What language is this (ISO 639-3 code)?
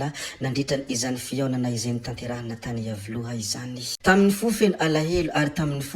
mlg